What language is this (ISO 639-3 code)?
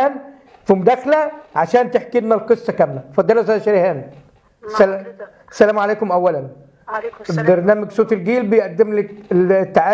arz